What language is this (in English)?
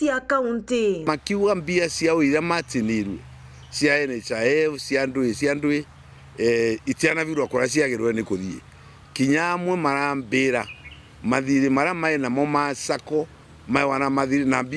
Meru